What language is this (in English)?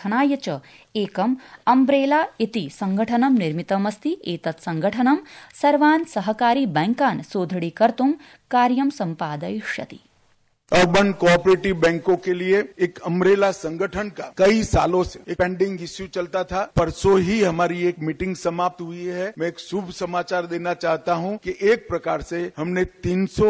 Sanskrit